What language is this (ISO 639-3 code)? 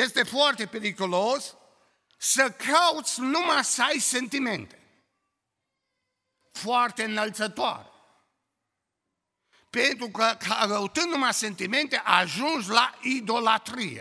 ron